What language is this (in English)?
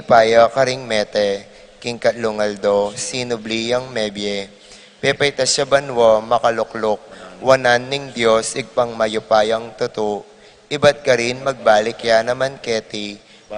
Pampanga